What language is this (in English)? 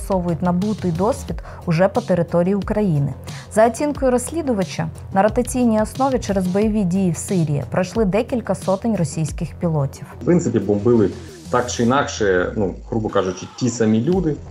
Ukrainian